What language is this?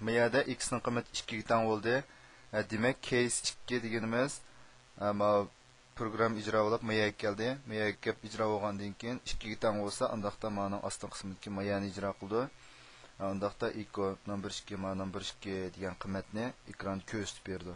Uyghur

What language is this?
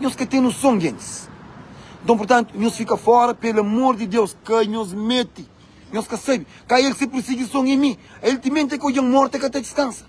Kabuverdianu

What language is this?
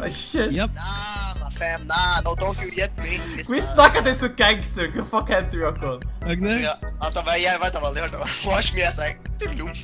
Faroese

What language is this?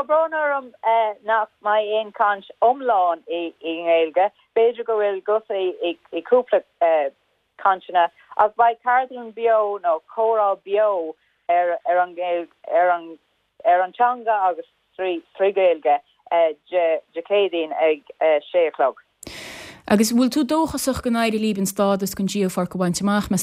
Irish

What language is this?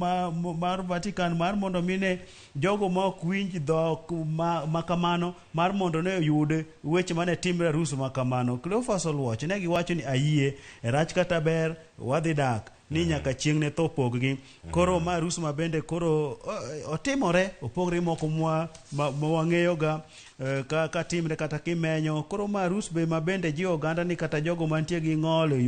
Luo (Kenya and Tanzania)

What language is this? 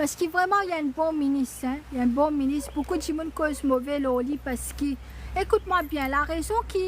Morisyen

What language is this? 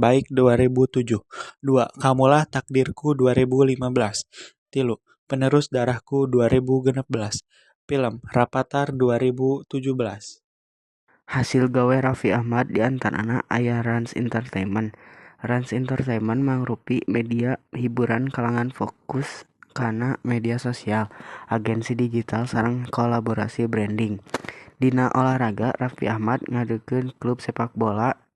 Sundanese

